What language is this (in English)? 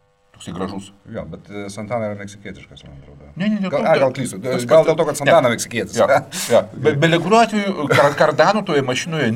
Lithuanian